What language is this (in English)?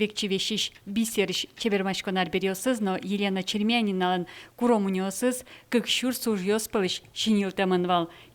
Udmurt